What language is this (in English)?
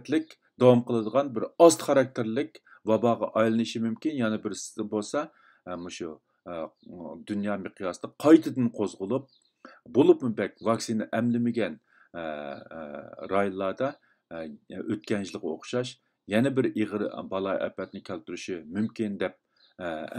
Uyghur